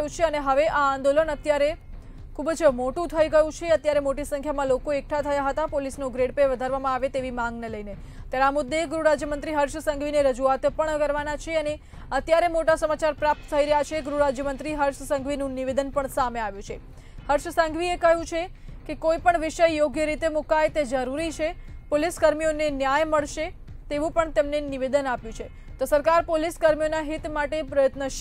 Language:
Gujarati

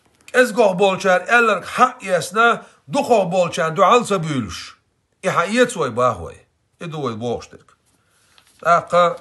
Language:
Chechen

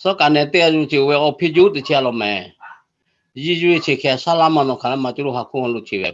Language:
Lahu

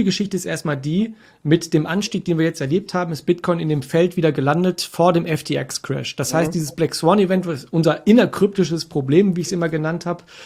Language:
German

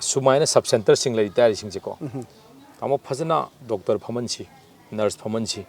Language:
Manipuri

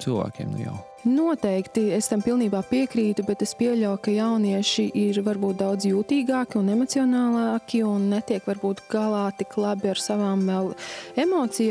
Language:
Latvian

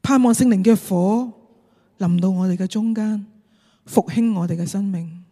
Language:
Cantonese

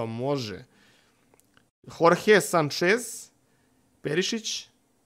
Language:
Serbian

